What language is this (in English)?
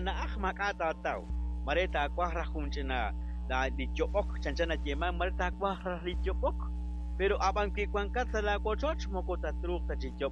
Kekchí